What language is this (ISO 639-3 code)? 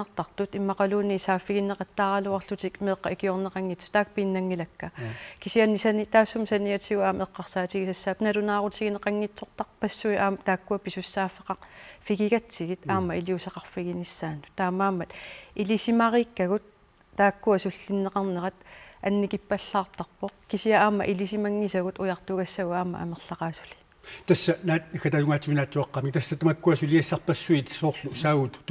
kal